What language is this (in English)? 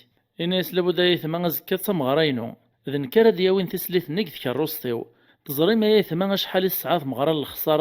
Kabyle